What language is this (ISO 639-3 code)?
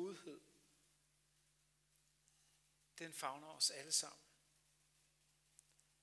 dan